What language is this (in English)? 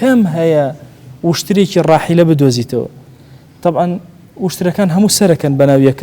Central Kurdish